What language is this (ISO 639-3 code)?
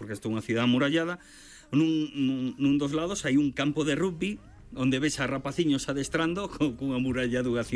glg